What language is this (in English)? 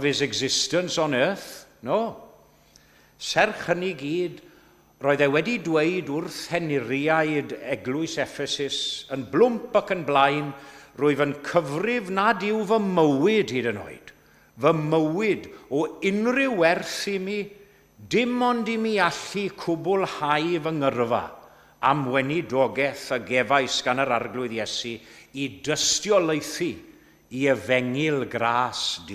Welsh